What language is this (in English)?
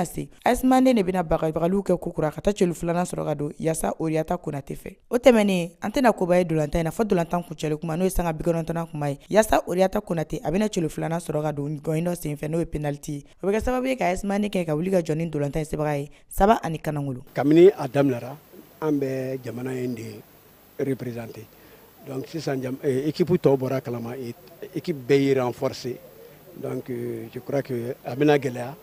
Bambara